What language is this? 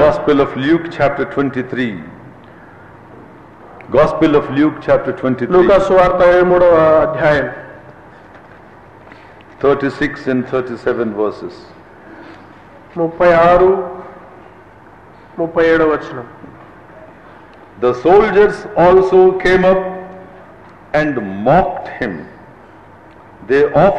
Telugu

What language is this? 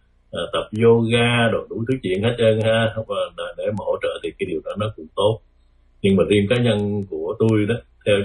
Vietnamese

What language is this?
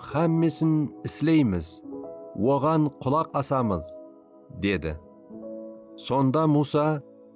Kara-Kalpak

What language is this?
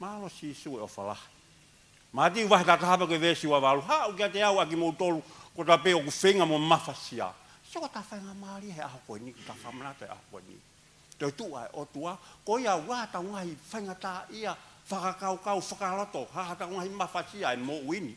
Tongan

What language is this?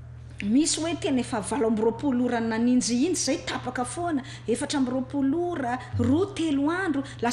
Malagasy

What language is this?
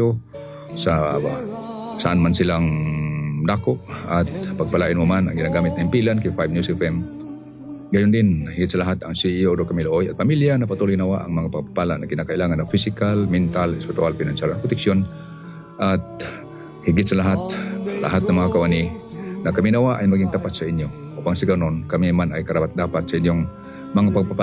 Filipino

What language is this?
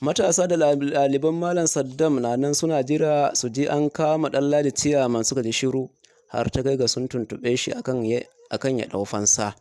Hausa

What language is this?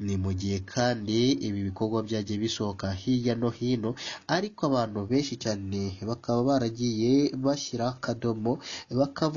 Kinyarwanda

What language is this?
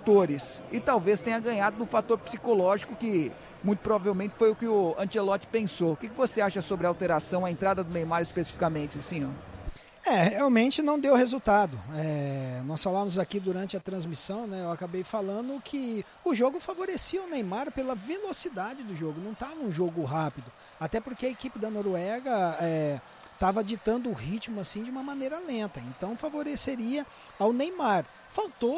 Portuguese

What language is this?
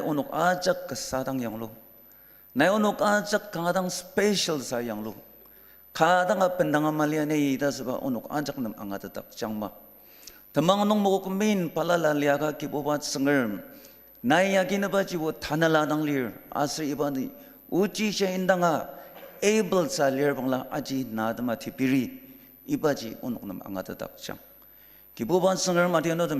Ao Naga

